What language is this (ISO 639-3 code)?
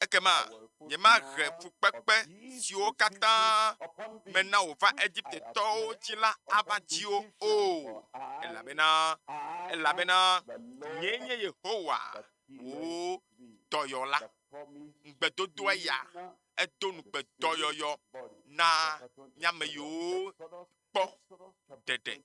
ewe